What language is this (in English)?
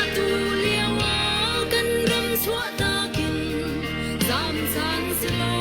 Hakha Chin